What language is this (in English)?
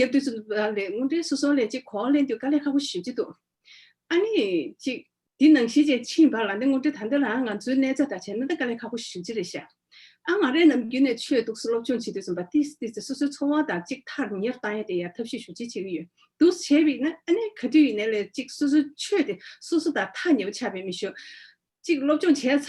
Tibetan